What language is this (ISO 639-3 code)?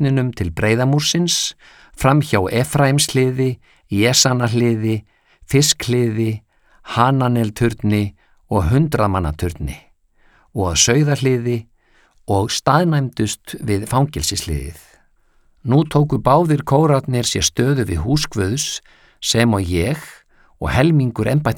isl